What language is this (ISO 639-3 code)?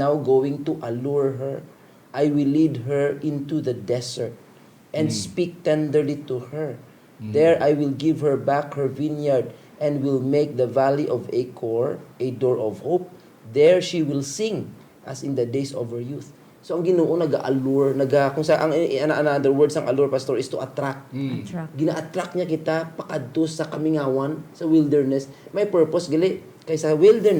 hil